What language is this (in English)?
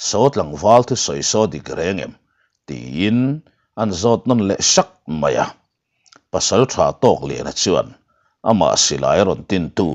Mizo